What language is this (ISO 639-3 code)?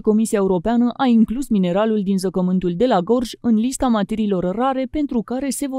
ron